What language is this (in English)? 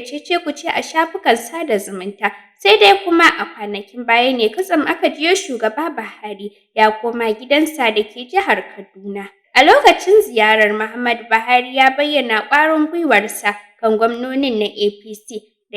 Hausa